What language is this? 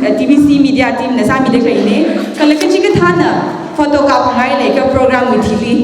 Tangkhul Naga (India)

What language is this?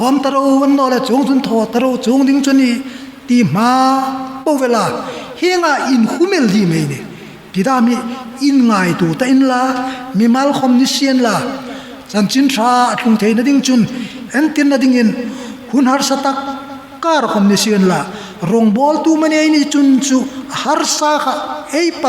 Hmar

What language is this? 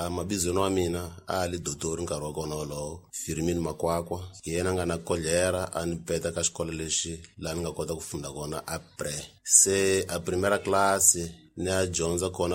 Tsonga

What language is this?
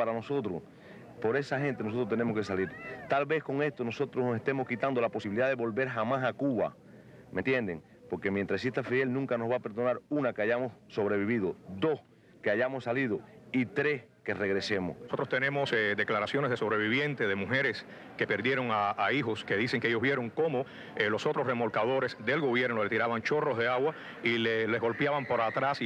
Spanish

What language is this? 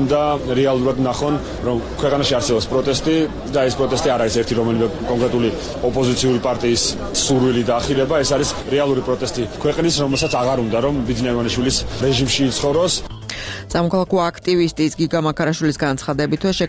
Georgian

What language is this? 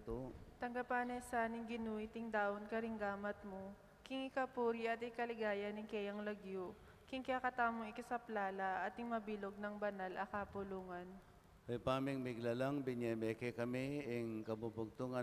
Pampanga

